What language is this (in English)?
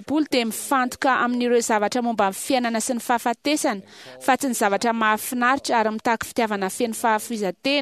Malagasy